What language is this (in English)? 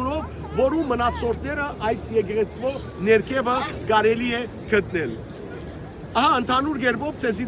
Western Armenian